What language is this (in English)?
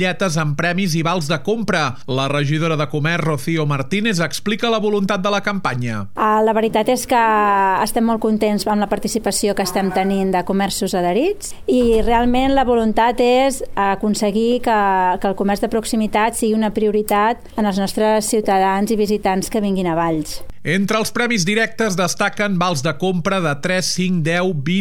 Catalan